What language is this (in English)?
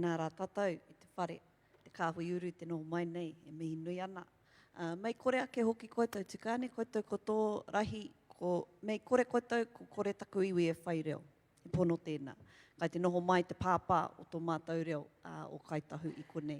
Māori